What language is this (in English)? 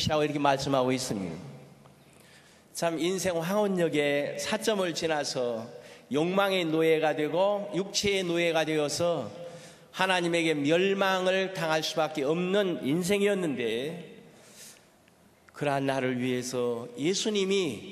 Korean